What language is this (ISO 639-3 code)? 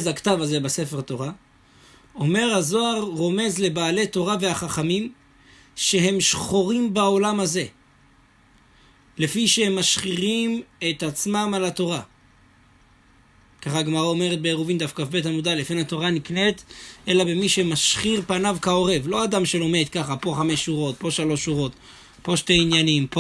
heb